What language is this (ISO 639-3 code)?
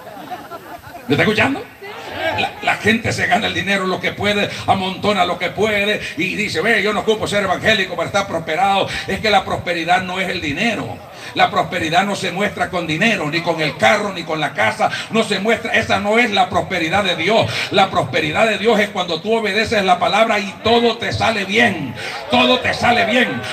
spa